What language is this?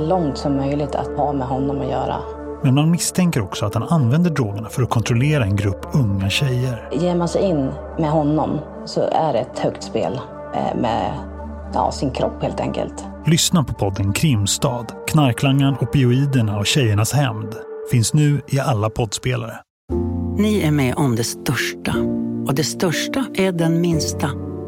Swedish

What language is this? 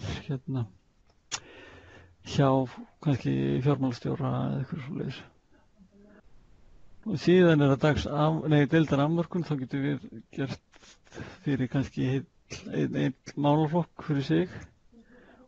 Icelandic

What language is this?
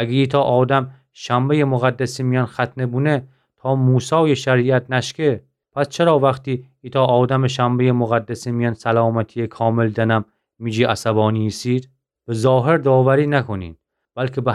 Gilaki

